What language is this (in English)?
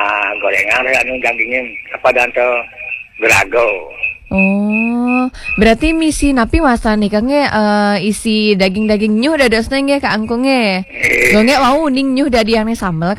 Balinese